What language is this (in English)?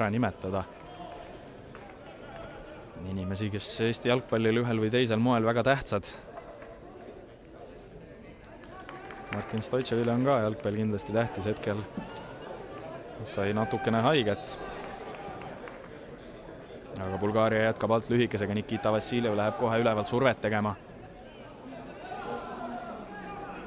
Estonian